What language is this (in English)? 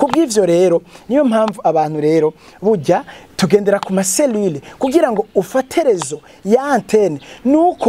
Rundi